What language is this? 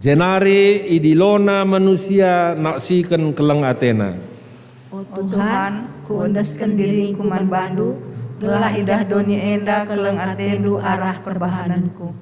Batak Karo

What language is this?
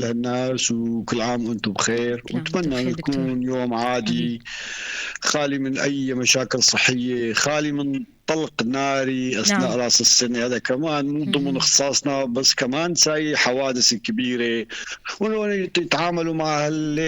North Levantine Arabic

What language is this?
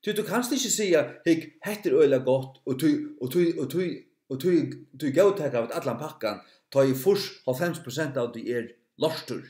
Faroese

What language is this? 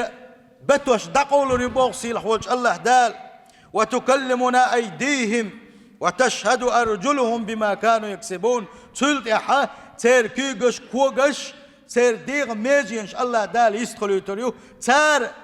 Chechen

